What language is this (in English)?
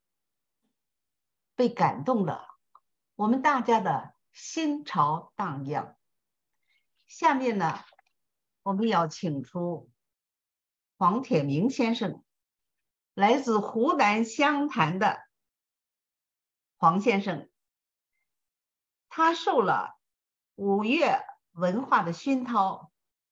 Chinese